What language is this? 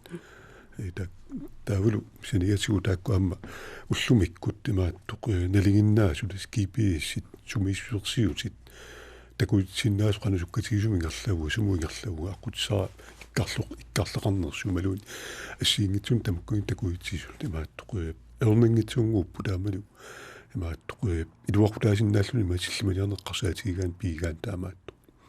Kalaallisut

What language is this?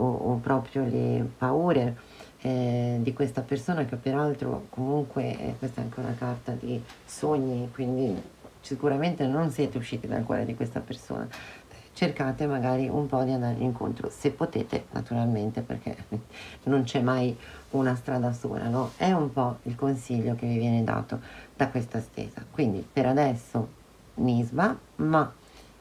Italian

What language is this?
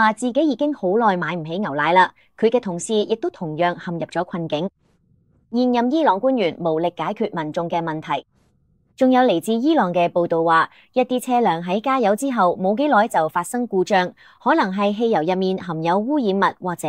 Cantonese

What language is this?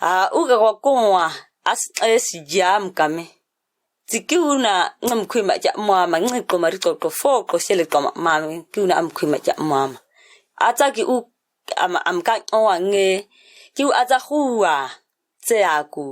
ǁGana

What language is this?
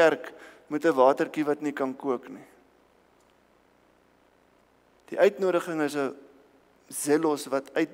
Afrikaans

